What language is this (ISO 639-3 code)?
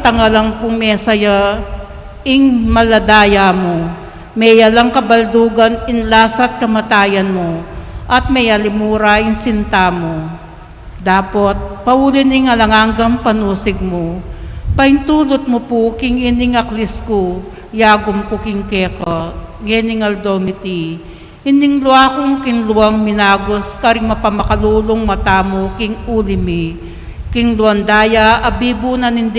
pam